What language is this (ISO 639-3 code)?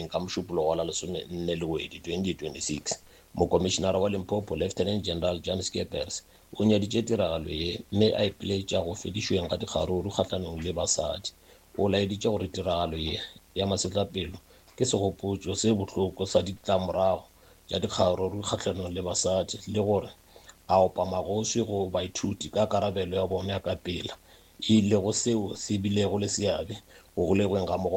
nso